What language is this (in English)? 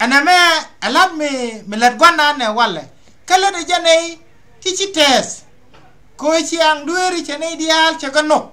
Nuer